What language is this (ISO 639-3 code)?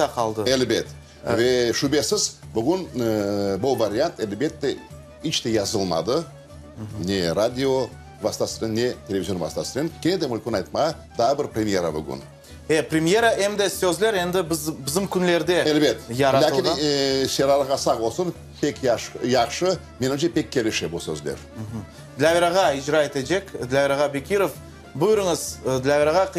crh